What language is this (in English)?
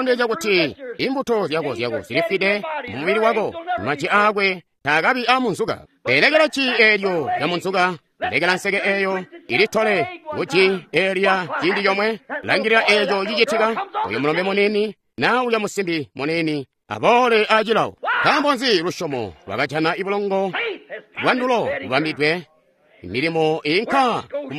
Tonga (Zambia)